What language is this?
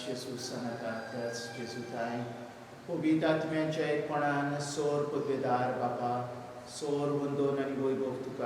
Konkani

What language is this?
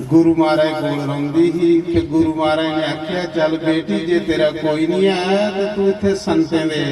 Dogri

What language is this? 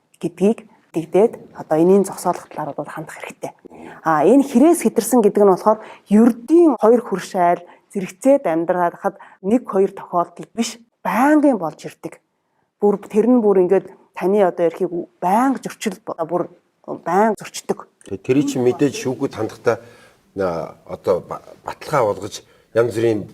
Mongolian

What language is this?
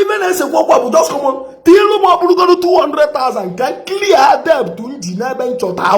Igbo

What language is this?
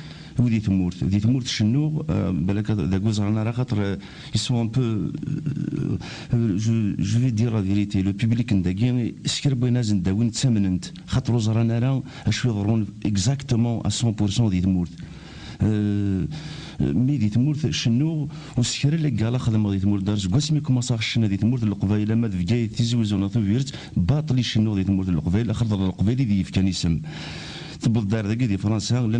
Kabyle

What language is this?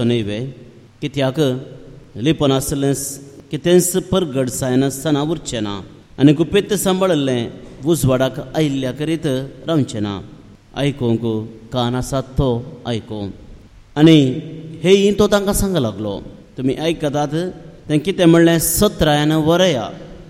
Konkani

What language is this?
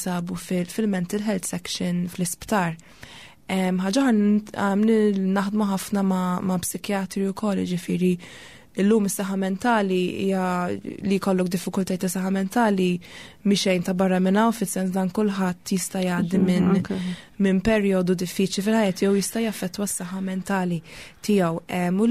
Maltese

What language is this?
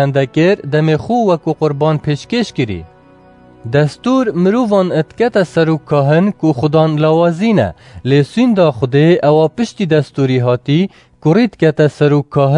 Kurdish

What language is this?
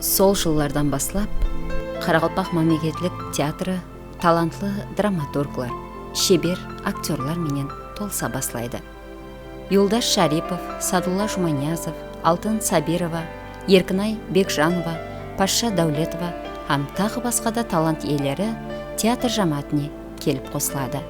Kara-Kalpak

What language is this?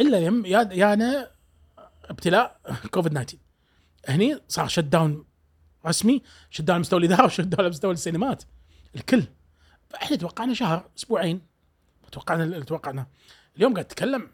Gulf Arabic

